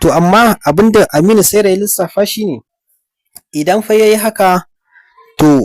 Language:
Hausa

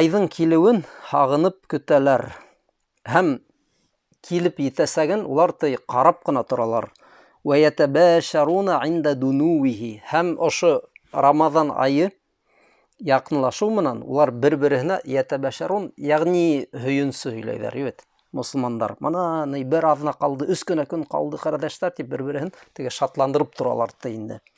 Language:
Bashkir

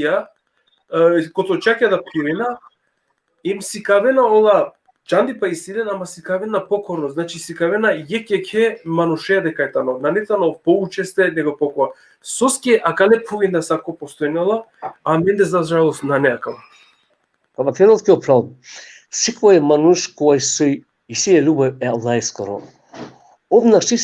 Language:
Balkan Romani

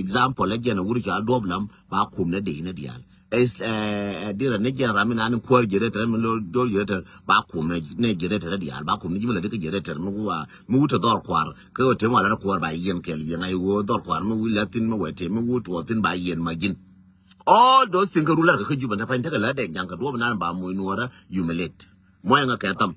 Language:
Nuer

